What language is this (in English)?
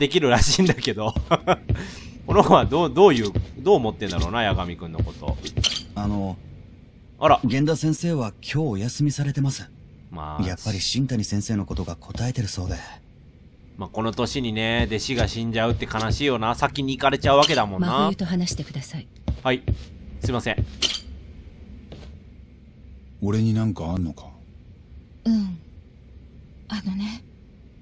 Japanese